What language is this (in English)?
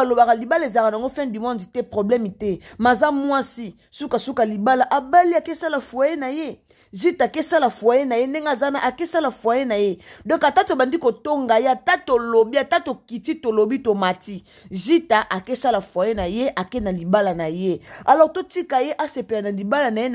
Lingala